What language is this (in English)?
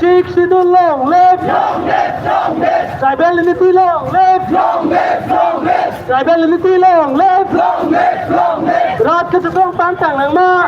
Karbi